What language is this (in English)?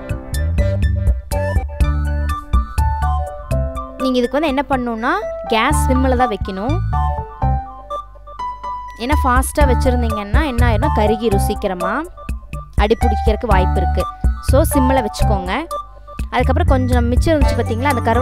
Tamil